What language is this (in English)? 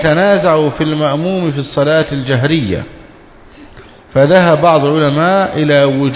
Arabic